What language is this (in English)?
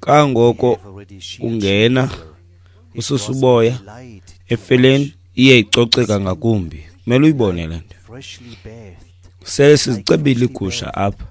Xhosa